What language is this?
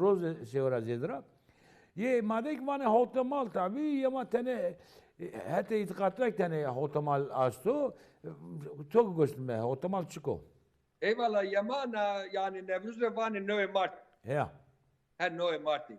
Zaza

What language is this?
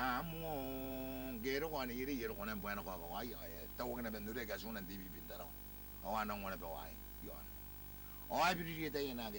Gilbertese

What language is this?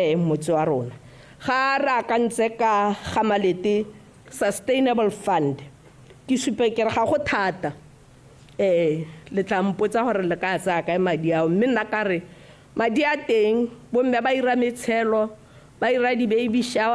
Tswana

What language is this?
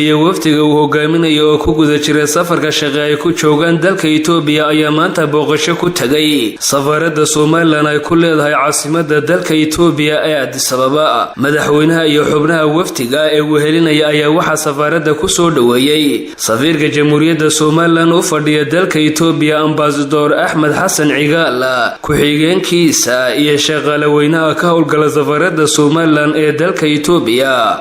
Somali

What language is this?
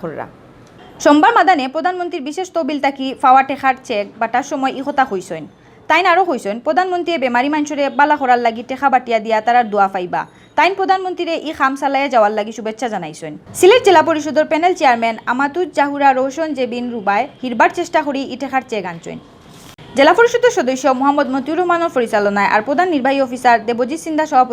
Sylheti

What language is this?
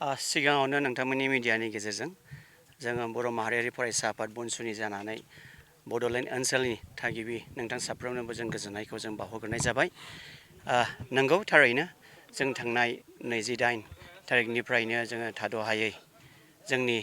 Bodo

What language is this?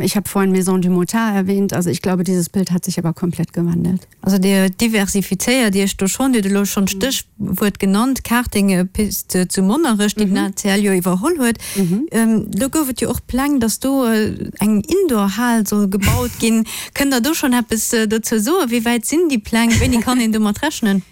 Luxembourgish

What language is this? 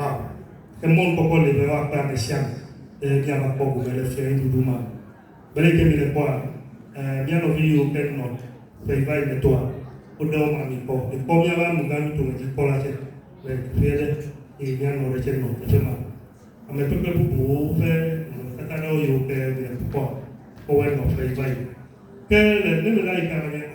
Ewe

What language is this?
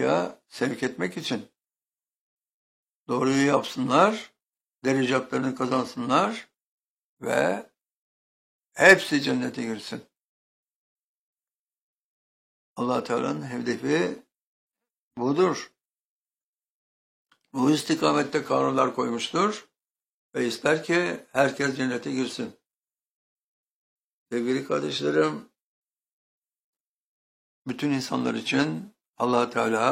Turkish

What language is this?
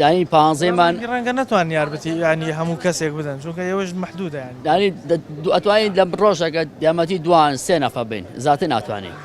Central Kurdish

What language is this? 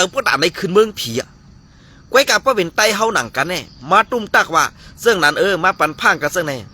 Shan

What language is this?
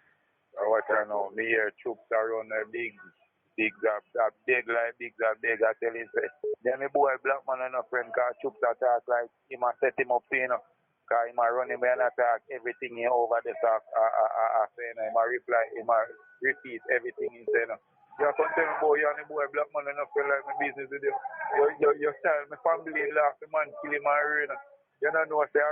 Jamaican Creole English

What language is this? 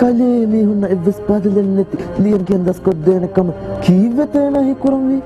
Divehi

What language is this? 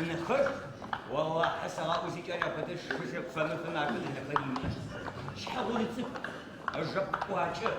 Adyghe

